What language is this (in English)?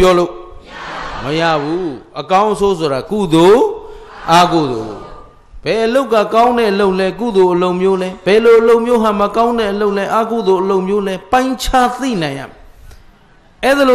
Burmese